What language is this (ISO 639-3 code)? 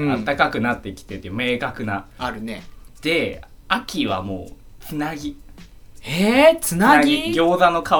jpn